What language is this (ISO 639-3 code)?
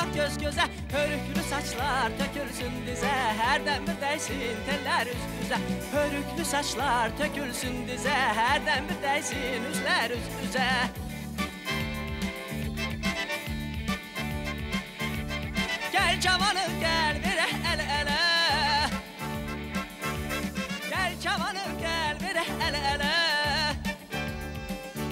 aze